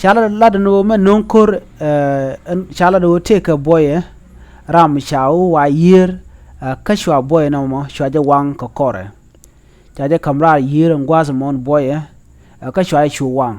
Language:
Nuer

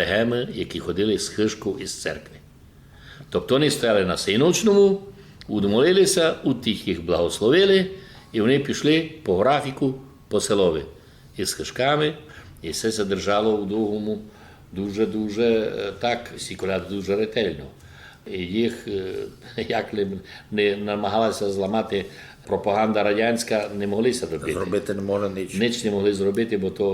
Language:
Rusyn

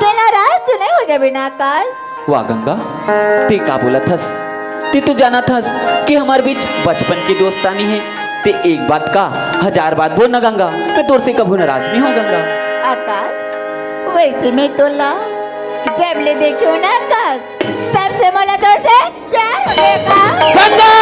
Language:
Chhattisgarhi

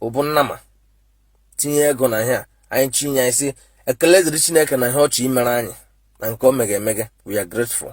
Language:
Igbo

